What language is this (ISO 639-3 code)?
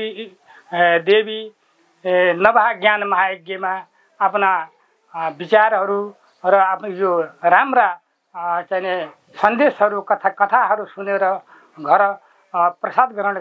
nep